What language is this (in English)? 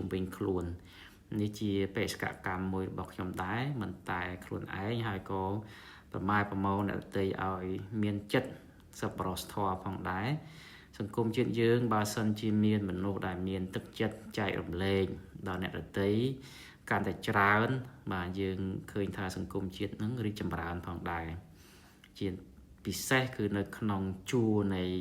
Khmer